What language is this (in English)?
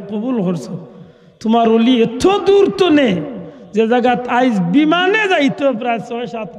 Sylheti